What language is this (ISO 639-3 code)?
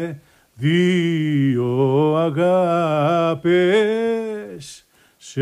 ell